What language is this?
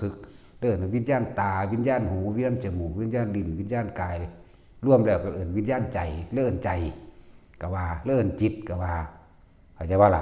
Northeastern Thai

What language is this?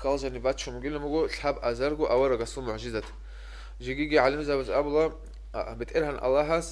Avaric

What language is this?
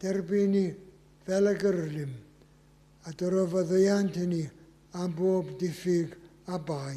Welsh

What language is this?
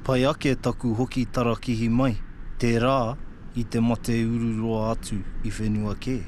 Māori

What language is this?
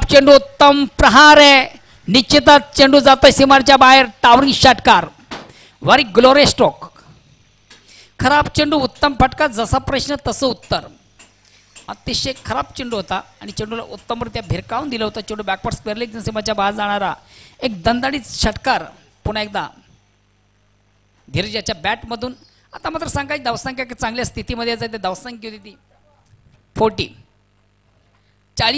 Marathi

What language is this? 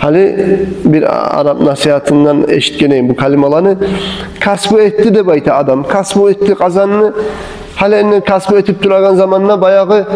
Kumyk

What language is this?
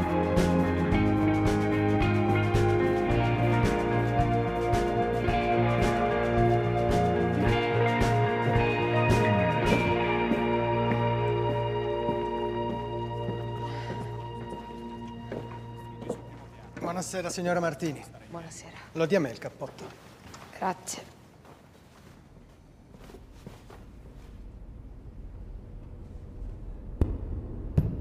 Italian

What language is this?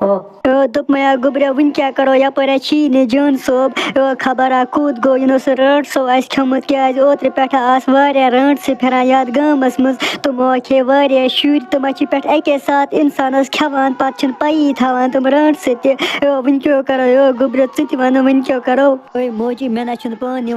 Kashmiri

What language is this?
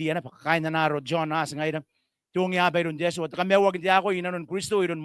Gilbertese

